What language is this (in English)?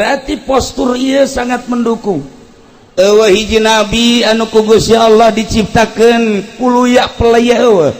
Sundanese